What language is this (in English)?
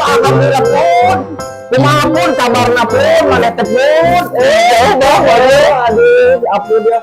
Sundanese